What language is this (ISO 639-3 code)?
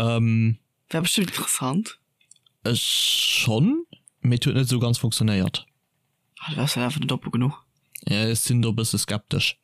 ltz